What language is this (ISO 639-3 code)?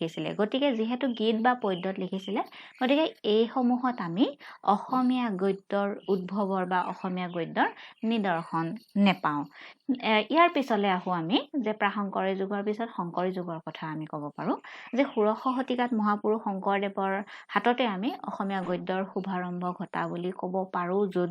asm